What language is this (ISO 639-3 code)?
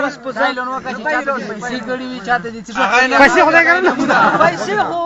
pus